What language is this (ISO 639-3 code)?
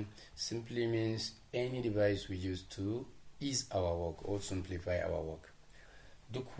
hau